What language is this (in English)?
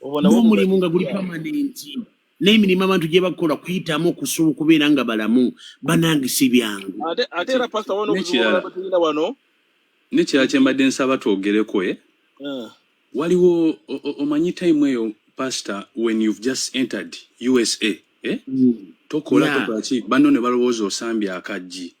Ganda